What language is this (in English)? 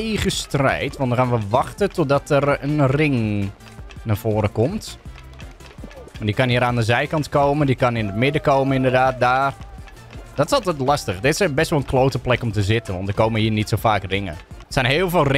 Dutch